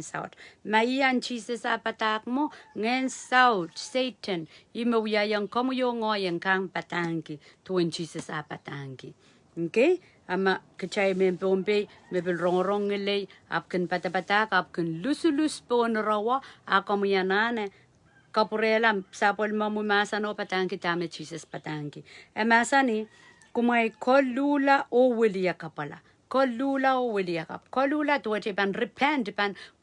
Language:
Pohnpeian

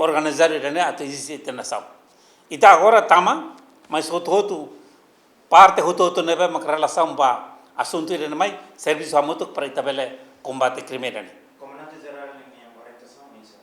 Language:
Tetum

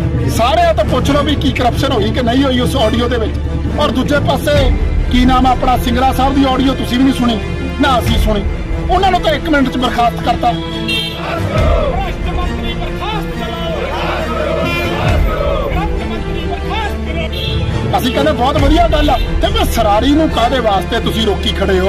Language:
Punjabi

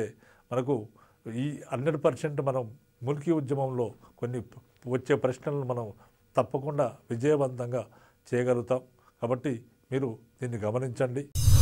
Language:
Telugu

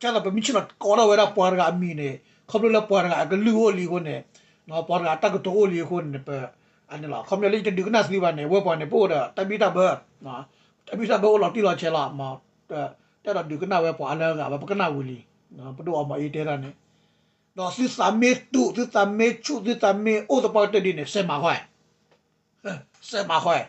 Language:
S'gaw Karen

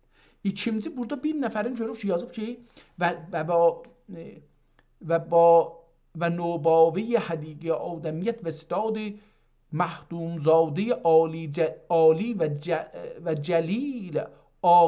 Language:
South Azerbaijani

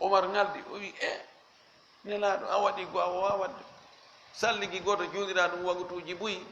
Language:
Fula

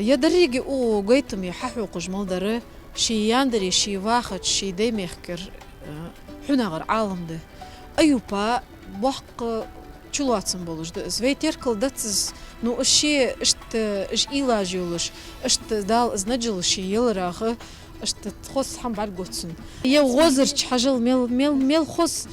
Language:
Ingush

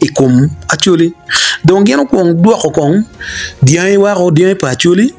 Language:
Acoli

